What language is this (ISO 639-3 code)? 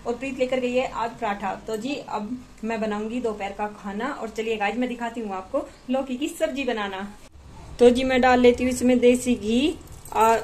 hin